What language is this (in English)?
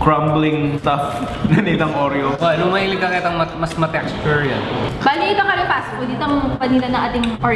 Pampanga